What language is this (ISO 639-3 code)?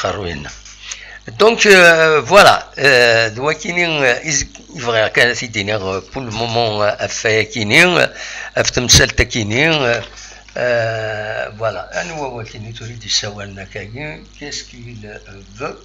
kab